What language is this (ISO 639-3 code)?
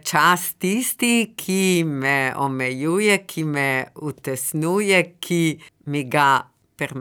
slv